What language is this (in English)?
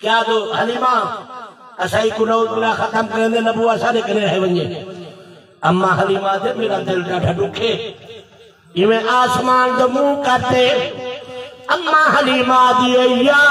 Saraiki